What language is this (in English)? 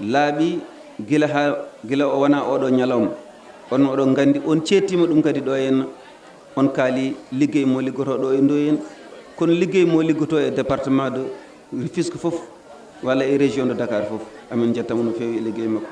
Fula